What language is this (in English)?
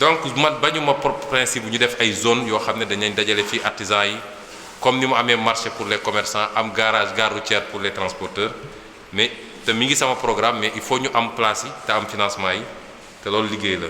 Wolof